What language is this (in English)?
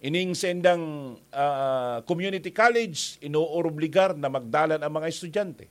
Bikol